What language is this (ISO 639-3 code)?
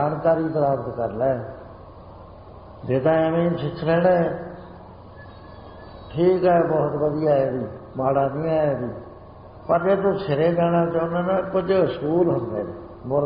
pan